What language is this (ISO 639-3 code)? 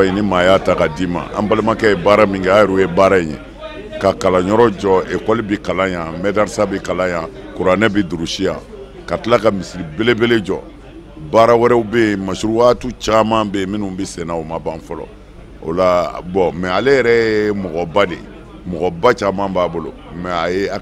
bam